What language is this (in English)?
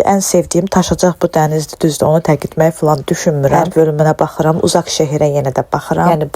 Azerbaijani